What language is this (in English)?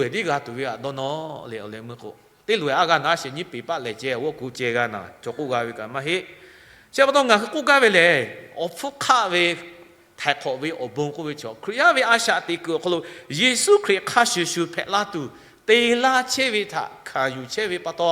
Lahu